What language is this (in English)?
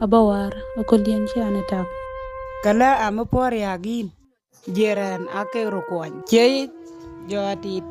Dinka